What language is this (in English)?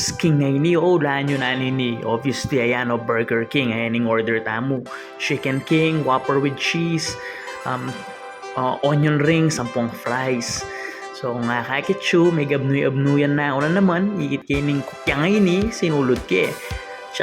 Pampanga